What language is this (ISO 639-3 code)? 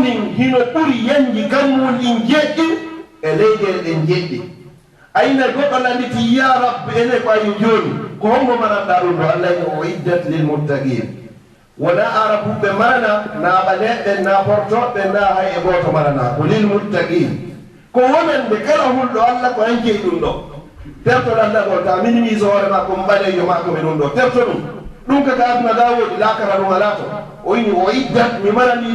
ful